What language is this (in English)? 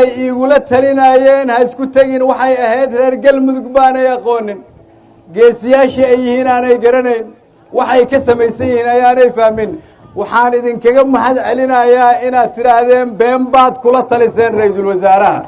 Somali